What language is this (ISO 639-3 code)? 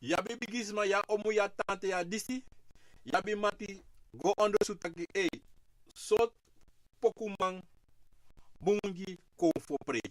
srn